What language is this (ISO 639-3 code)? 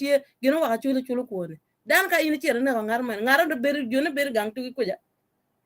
ach